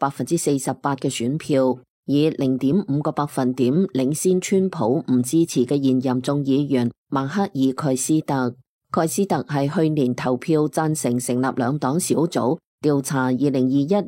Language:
Cantonese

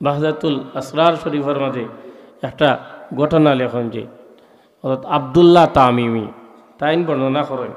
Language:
Sylheti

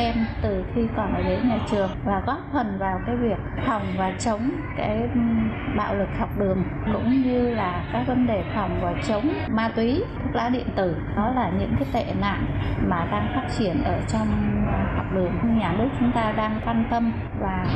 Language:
Vietnamese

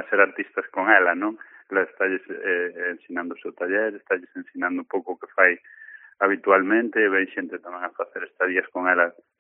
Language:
Galician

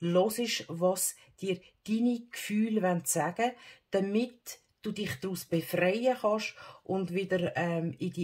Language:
Swiss German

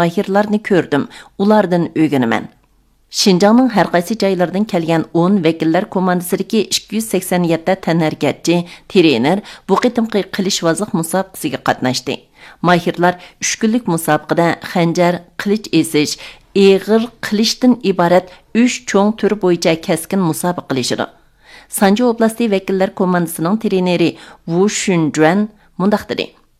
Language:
Uyghur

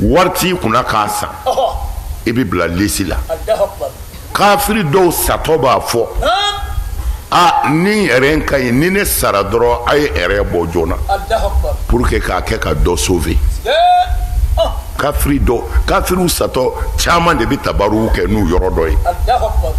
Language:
Bambara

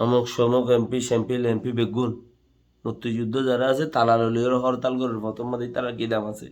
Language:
Rohingya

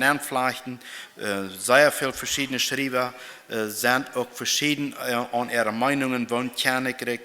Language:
Plautdietsch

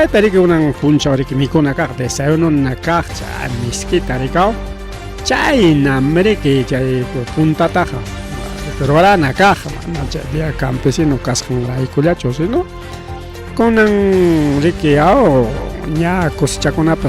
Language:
Ayacucho Quechua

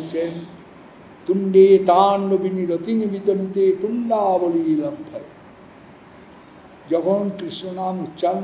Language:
Bangla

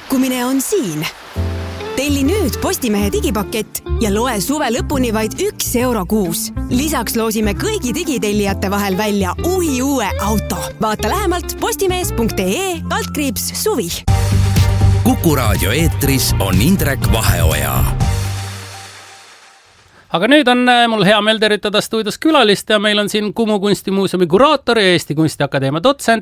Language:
Estonian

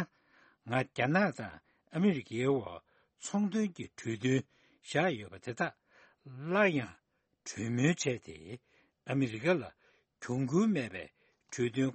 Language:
Tibetan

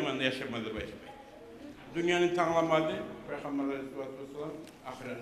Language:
Kumyk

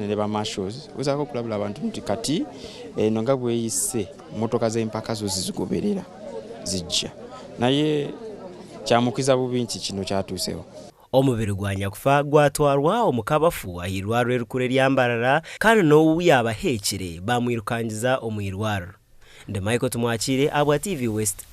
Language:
Nyankole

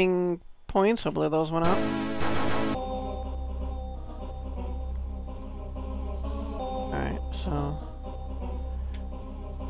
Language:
English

